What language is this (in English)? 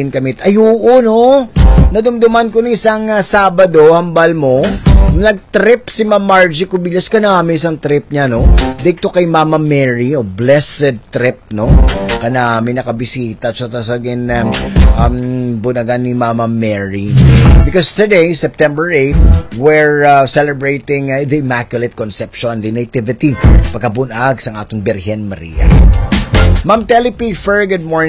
Hiligaynon